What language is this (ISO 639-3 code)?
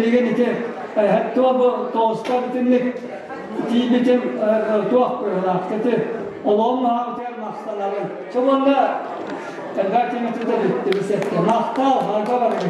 sah